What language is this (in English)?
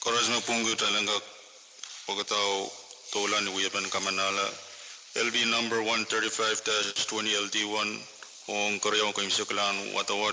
Pohnpeian